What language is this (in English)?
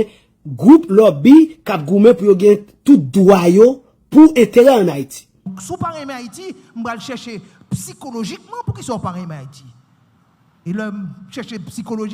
Haitian Creole